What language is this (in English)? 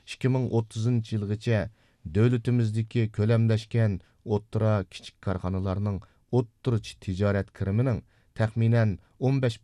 Uyghur